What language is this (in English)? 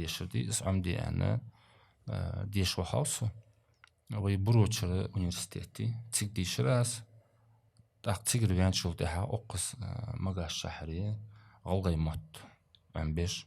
Ingush